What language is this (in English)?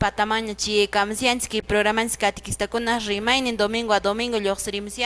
Quechua